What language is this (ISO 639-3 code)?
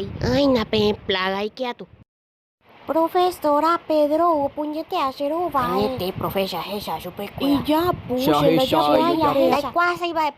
grn